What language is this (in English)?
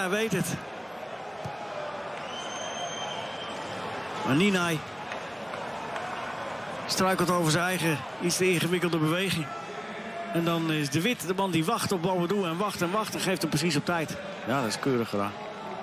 Dutch